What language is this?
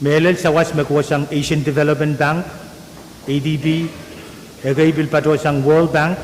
Pohnpeian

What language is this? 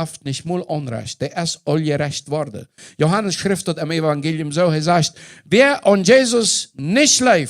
Plautdietsch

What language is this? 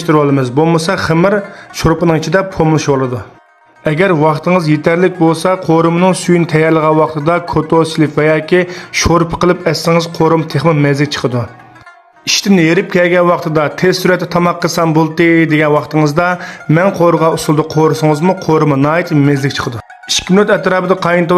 Uyghur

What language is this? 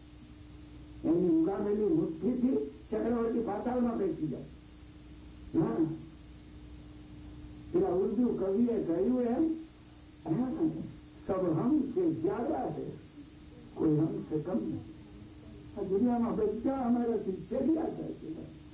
Gujarati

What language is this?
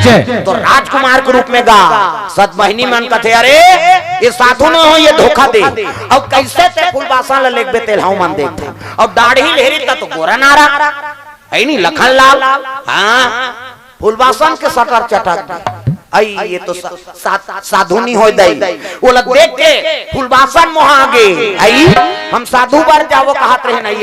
Chhattisgarhi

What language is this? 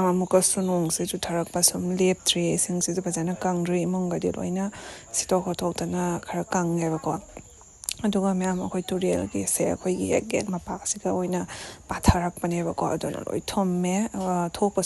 Manipuri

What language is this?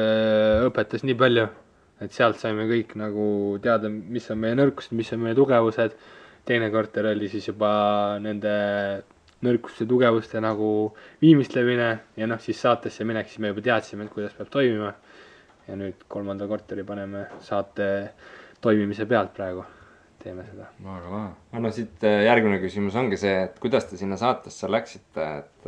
Estonian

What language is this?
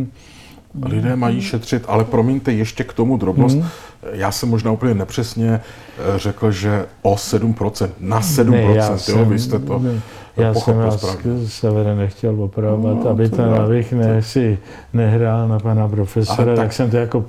Czech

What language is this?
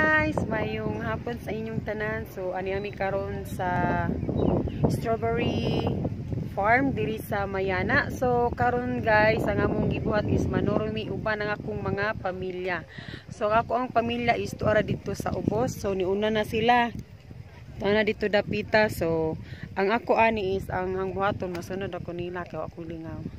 Cebuano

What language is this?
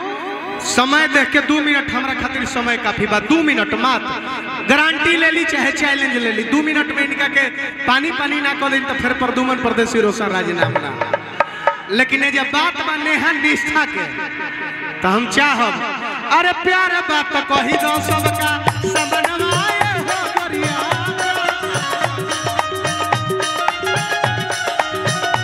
Bhojpuri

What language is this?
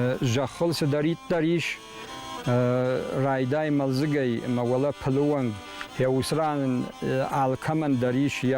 Ossetic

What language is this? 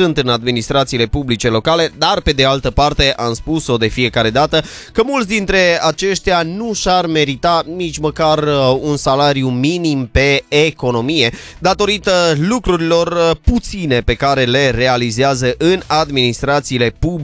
Romanian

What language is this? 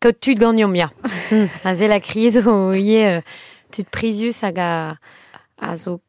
Breton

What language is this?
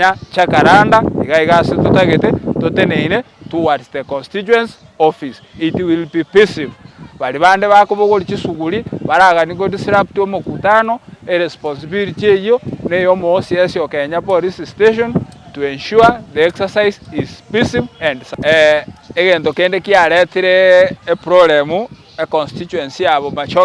Gusii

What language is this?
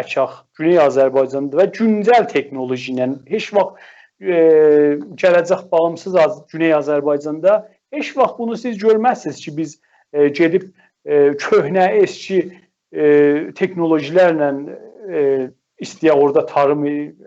South Azerbaijani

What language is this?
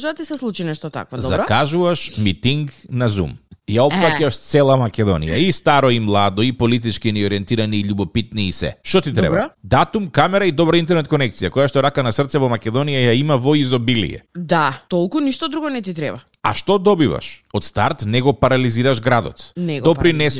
Macedonian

